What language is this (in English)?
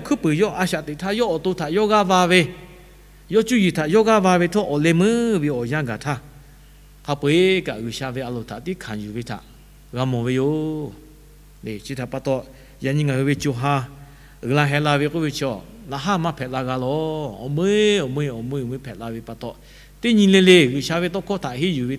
Lahu